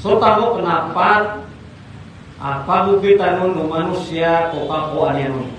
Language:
Maranao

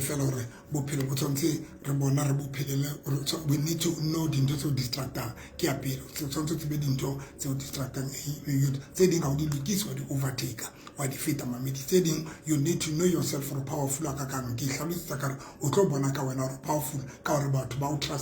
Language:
Southern Sotho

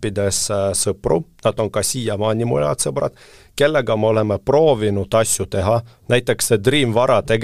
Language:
Estonian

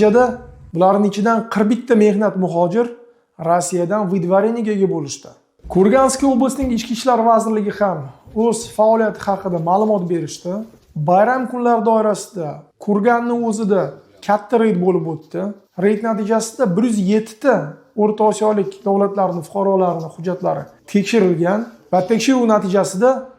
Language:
Uzbek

